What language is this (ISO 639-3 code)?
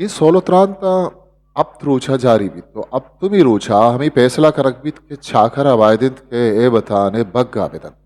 bgp